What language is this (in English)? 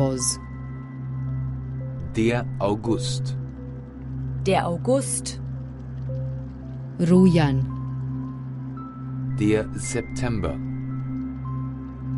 German